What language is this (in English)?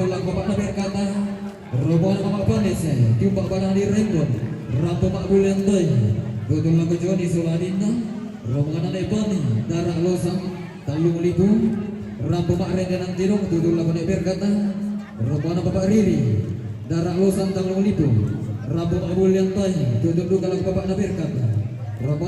Toraja-Sa'dan